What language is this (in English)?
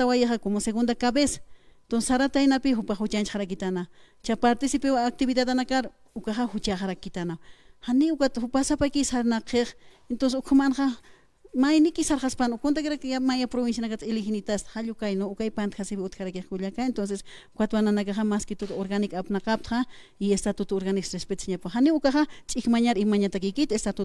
Aymara